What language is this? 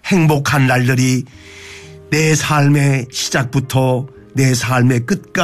Korean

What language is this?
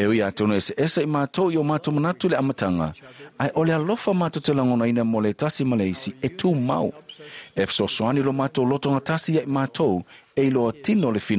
Samoan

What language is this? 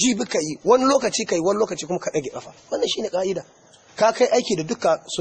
Hausa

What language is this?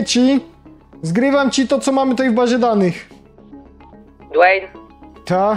Polish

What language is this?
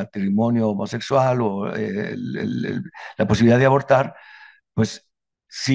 Spanish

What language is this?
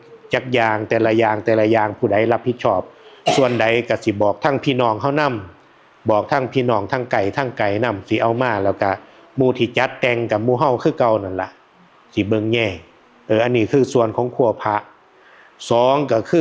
Northeastern Thai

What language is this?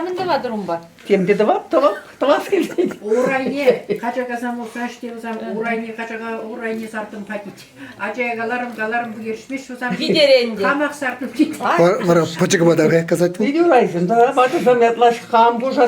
Chuvash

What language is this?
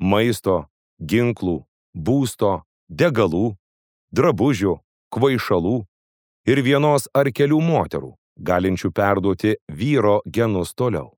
Lithuanian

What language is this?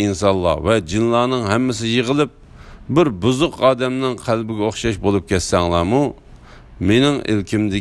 Uyghur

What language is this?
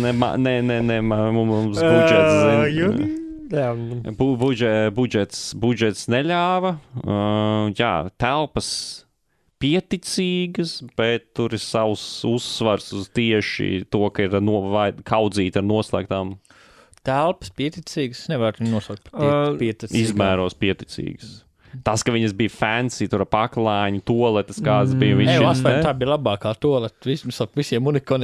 Latvian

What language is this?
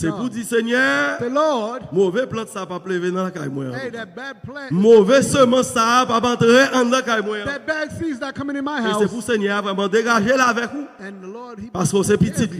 Haitian Creole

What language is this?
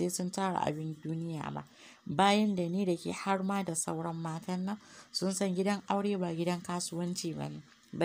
Hausa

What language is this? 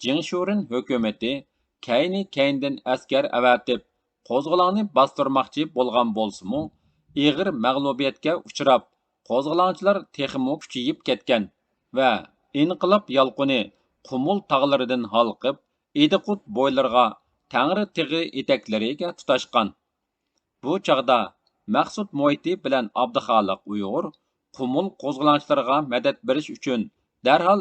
Uyghur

